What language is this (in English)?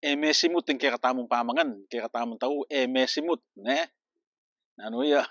Pampanga